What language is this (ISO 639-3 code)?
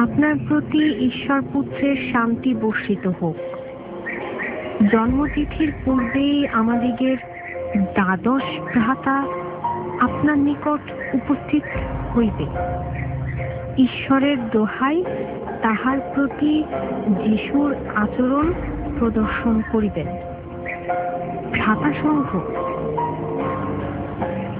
ben